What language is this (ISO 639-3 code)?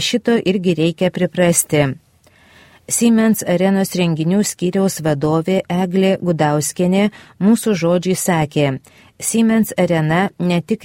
lit